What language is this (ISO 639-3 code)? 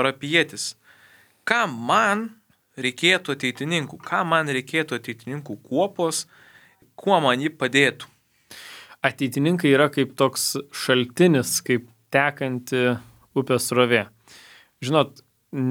lit